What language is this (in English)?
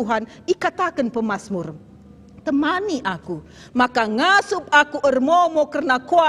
Batak Karo